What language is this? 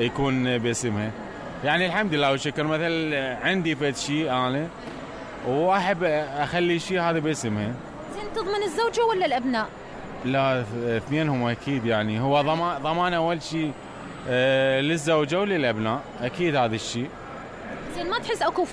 Mesopotamian Arabic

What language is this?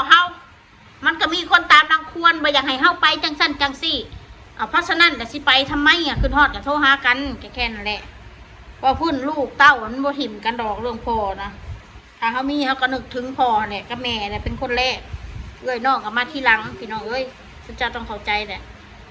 Northeastern Thai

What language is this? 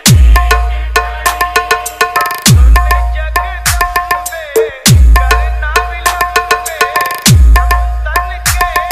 Hindi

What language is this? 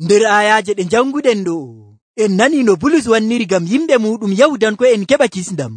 Nigerian Fulfulde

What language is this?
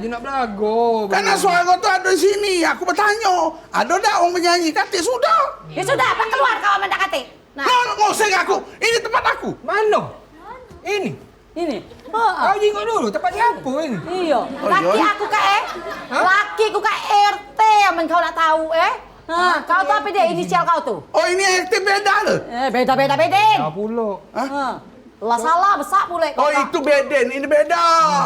Musi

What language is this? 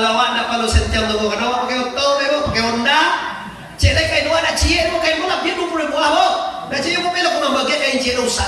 Minangkabau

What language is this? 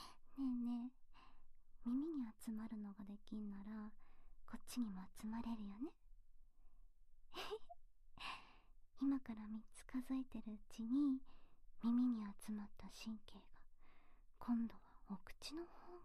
Japanese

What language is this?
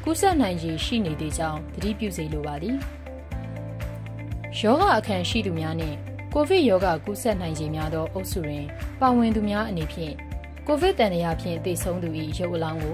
Burmese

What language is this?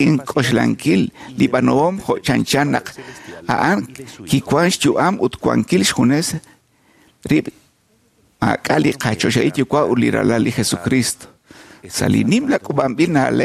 Kekchí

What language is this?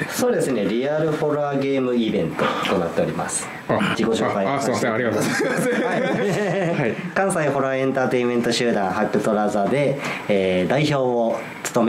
Japanese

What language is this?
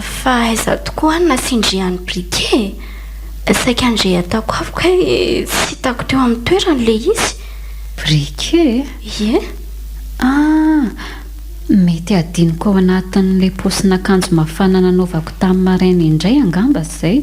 Malagasy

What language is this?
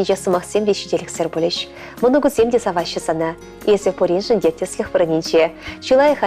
Chuvash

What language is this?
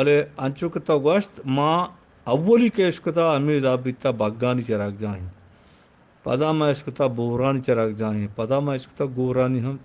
Eastern Balochi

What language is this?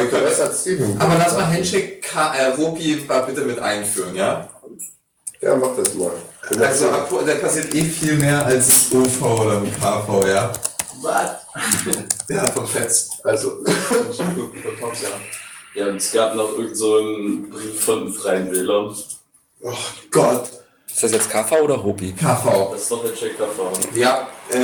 German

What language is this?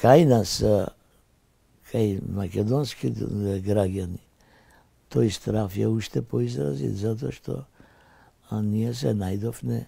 Macedonian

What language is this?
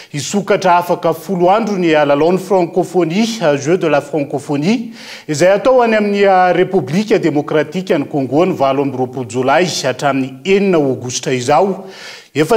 Malagasy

